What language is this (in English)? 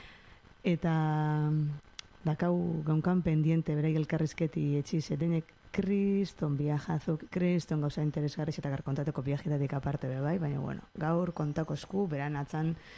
Basque